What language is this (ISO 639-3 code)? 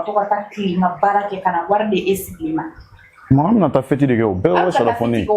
bam